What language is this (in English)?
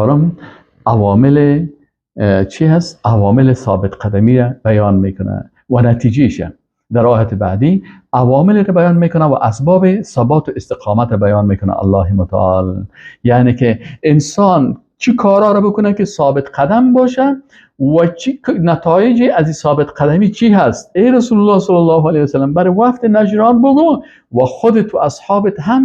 Persian